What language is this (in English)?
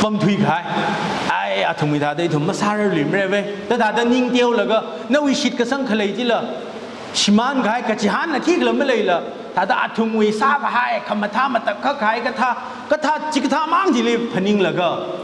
Tangkhul Naga (India)